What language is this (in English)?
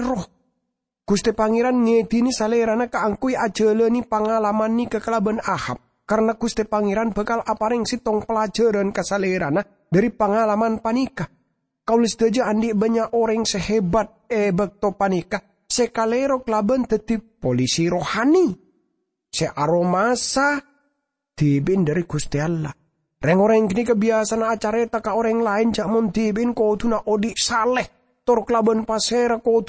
Madurese